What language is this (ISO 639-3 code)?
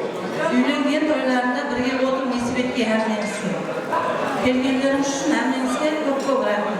kaa